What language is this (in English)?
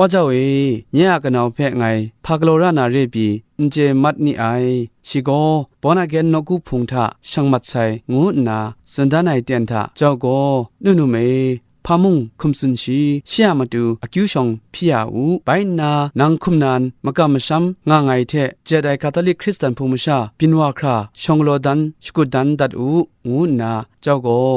Kachin